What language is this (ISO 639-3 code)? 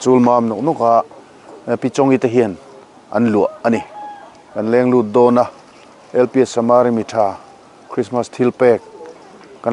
lus